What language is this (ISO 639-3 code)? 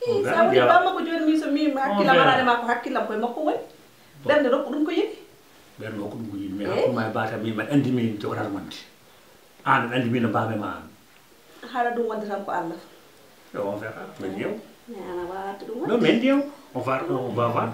ful